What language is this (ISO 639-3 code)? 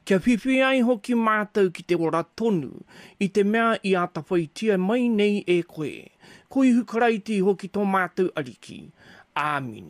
mri